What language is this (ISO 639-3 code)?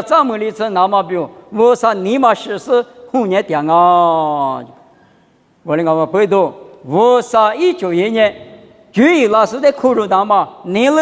lis